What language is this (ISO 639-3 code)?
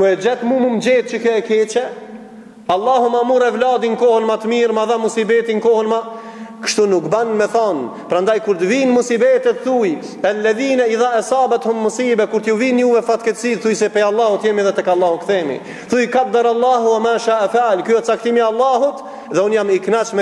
sqi